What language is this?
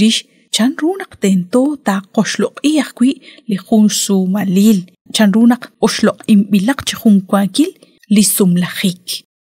Kekchí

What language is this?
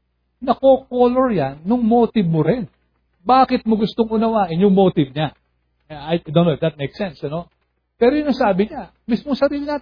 Filipino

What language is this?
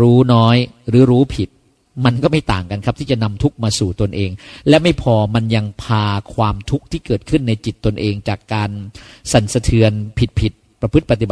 Thai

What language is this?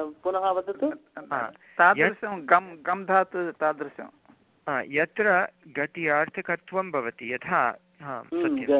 Sanskrit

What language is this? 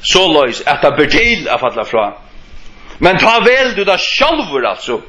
Faroese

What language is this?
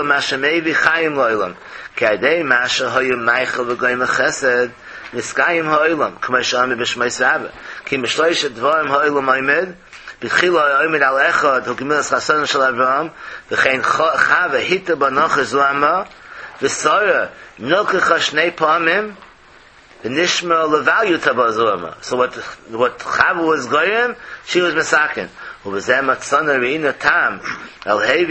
Yiddish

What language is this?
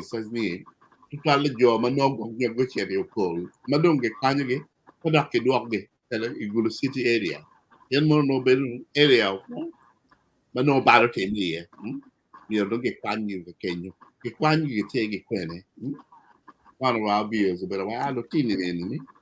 Acoli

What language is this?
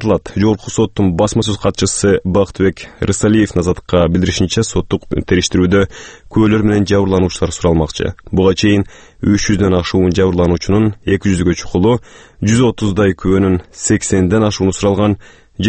Kyrgyz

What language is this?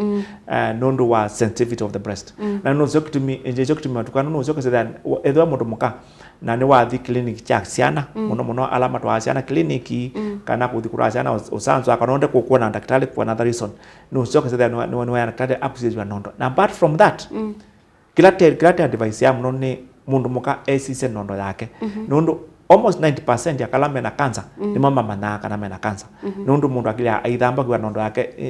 Kamba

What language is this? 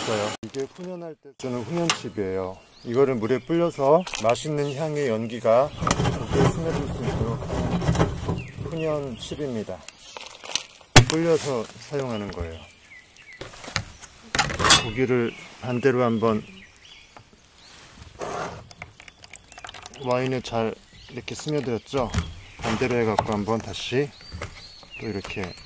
Korean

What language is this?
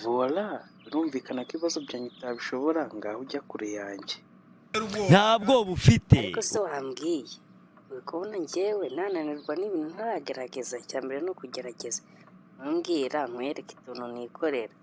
Kinyarwanda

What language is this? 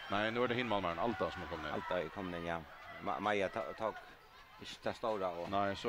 Faroese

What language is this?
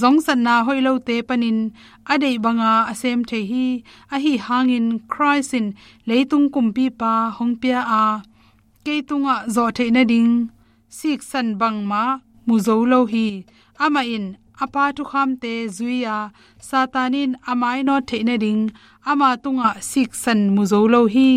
Tedim Chin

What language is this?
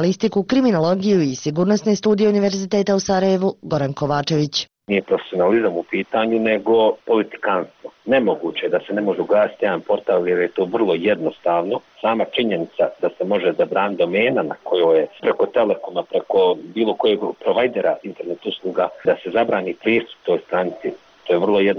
Bosnian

